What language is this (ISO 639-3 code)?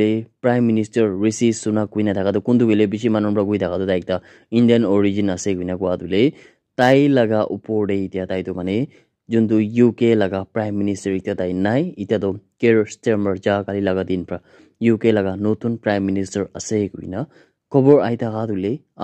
nag